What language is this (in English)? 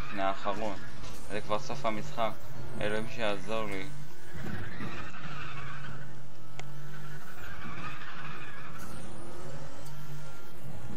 Hebrew